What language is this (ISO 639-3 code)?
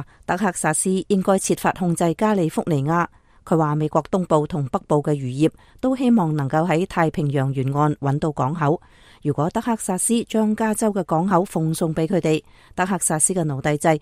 yue